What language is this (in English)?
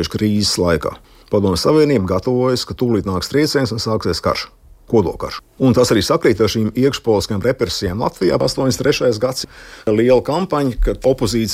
Latvian